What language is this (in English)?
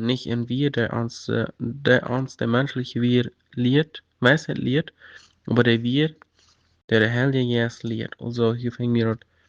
Plautdietsch